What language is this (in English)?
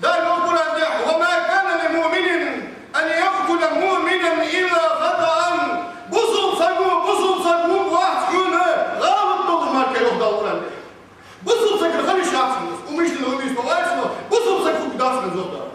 Ingush